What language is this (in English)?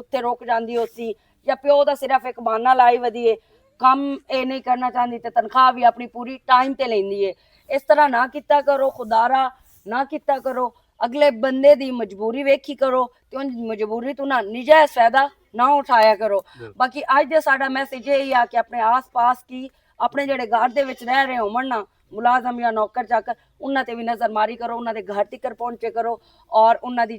Western Panjabi